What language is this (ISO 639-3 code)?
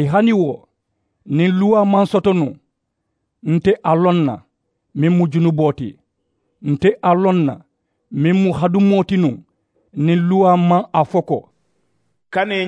man